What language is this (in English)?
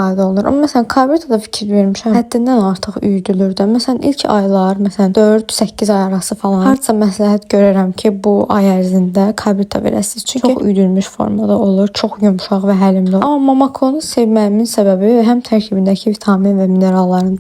Azerbaijani